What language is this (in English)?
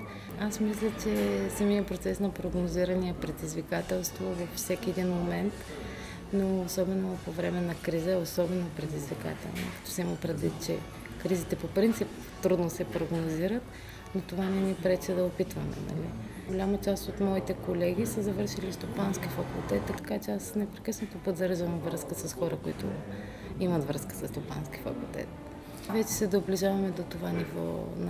Bulgarian